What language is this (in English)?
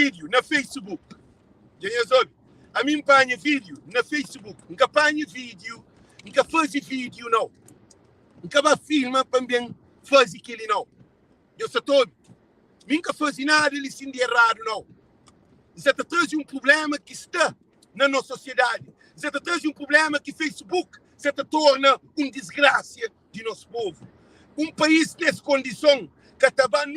Kabuverdianu